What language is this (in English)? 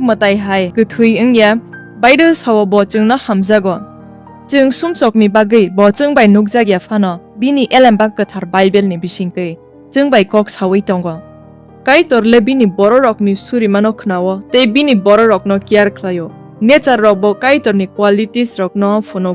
Kok Borok